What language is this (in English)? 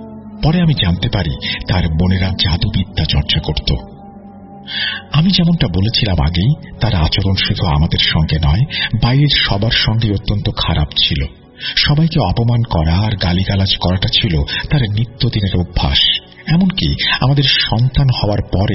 Bangla